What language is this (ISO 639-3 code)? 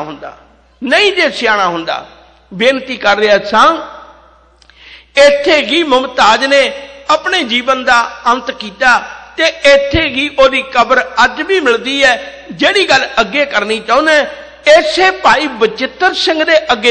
pan